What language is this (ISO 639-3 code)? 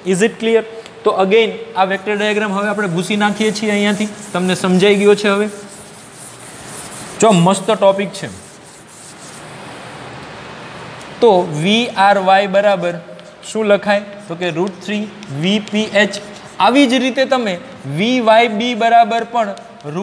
guj